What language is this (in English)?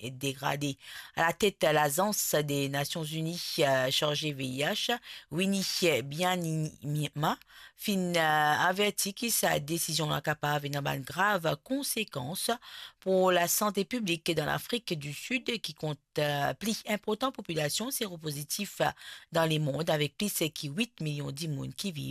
Morisyen